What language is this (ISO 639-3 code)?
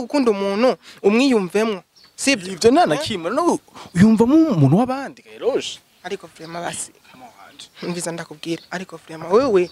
run